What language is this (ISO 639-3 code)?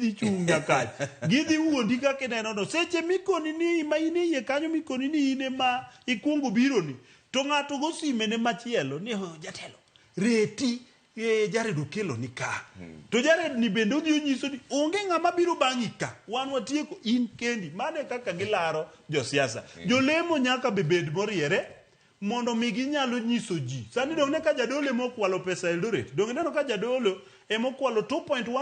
luo